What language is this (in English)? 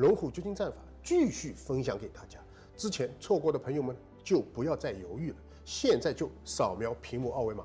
Chinese